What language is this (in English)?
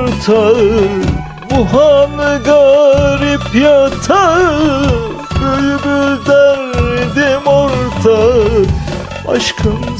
Turkish